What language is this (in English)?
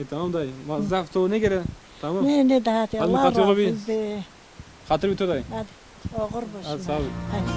Zaza